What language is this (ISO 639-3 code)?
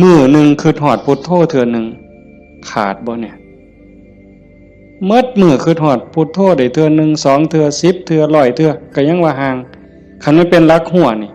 tts